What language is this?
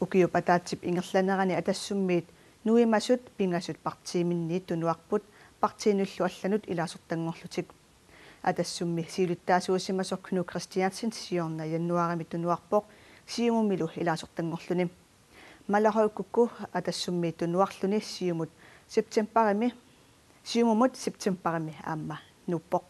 Kalaallisut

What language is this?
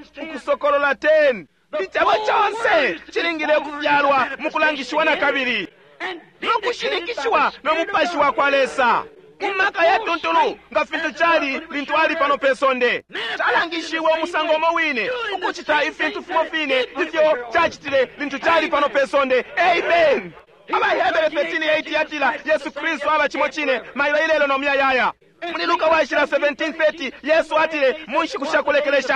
Bemba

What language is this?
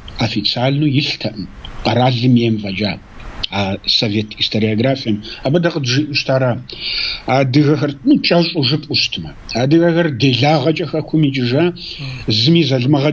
Kabardian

